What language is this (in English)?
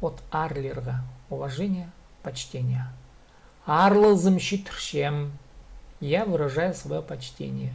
Khakas